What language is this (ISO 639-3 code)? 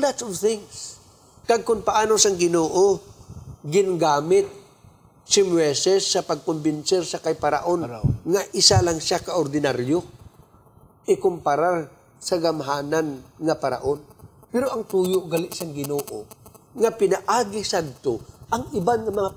hil